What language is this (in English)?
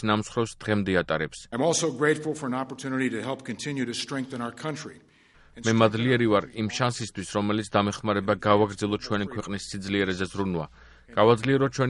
Georgian